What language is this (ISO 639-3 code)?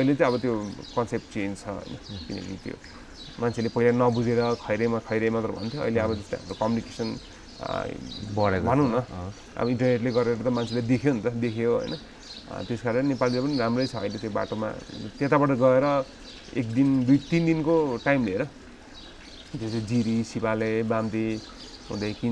nep